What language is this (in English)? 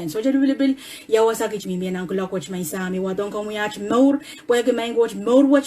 Pohnpeian